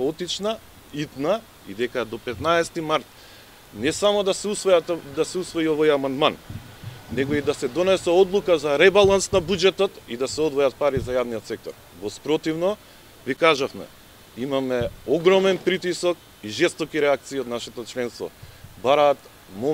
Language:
Macedonian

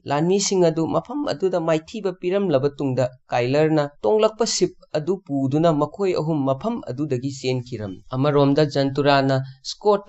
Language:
Manipuri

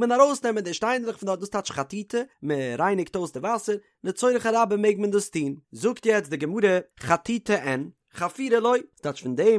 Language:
Yiddish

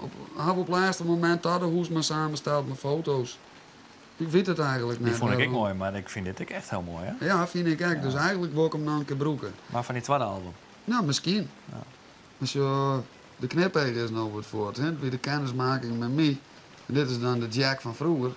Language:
Western Frisian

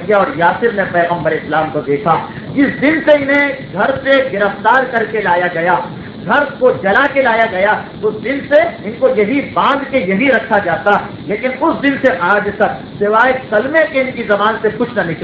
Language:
Urdu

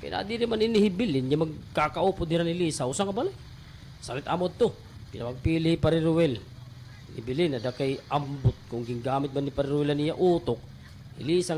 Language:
Waray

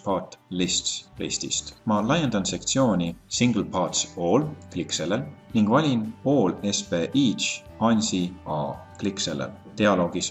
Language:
Estonian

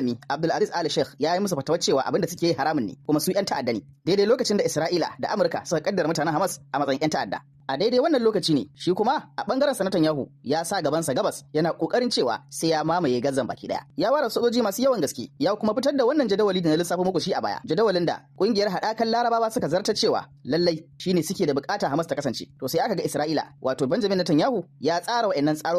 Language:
Hausa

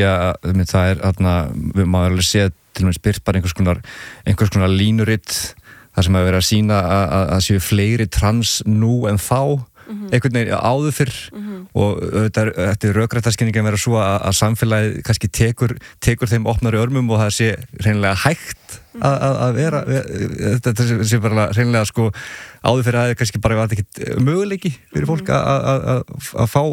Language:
Icelandic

